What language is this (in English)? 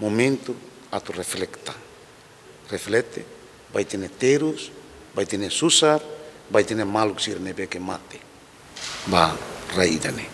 Tetum